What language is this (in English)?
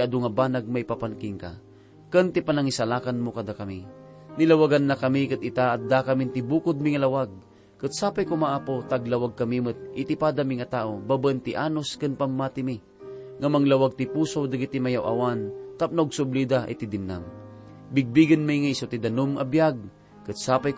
Iloko